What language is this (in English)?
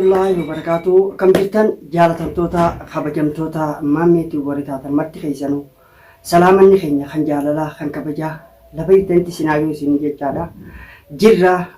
Oromo